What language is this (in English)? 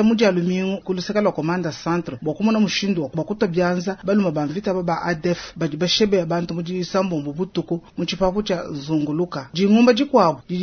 Luba-Lulua